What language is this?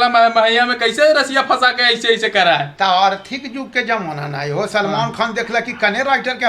Magahi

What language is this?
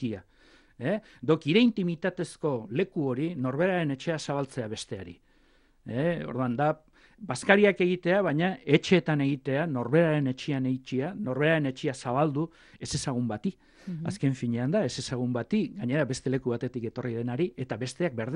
Basque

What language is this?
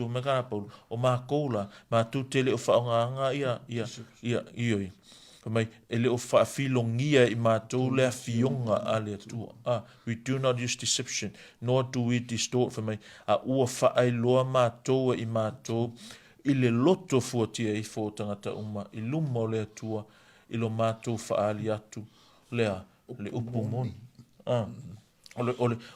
Samoan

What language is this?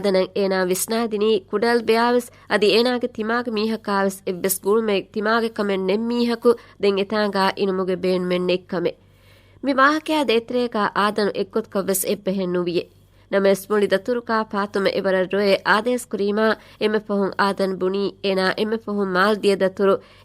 Divehi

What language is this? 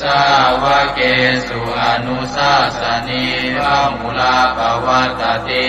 Pali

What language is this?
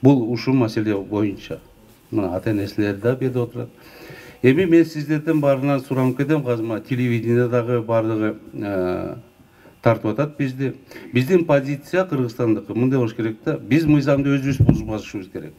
Kyrgyz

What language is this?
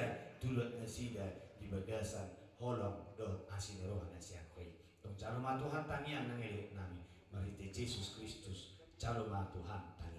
Batak Toba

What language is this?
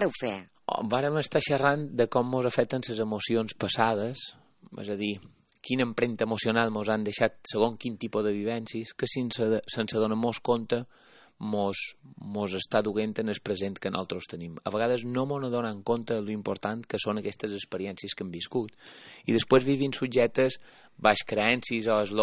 Catalan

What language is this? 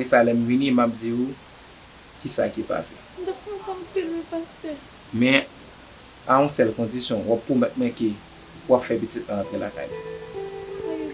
Haitian Creole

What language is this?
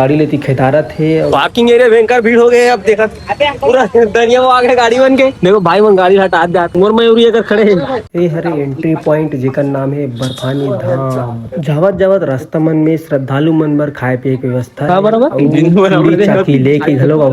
Chhattisgarhi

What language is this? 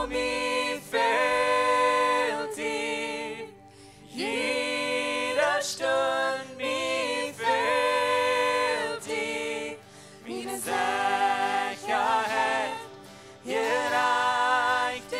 Plautdietsch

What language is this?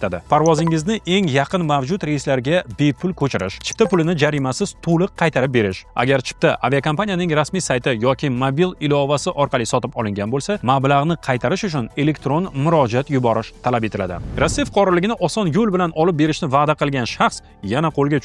Uzbek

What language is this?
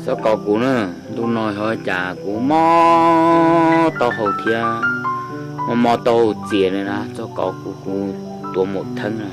Hmong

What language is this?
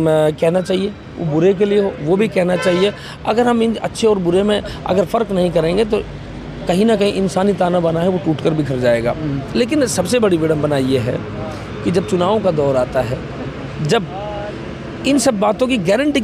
Hindi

